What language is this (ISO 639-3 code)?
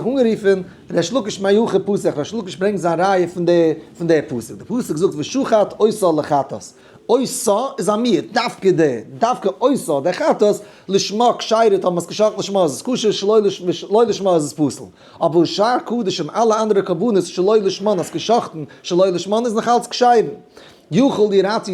yid